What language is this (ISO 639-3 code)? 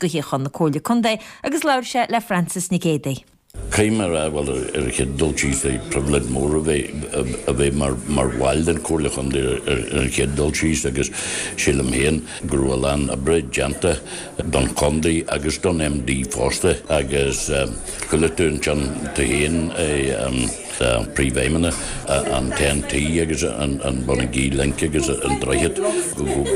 gle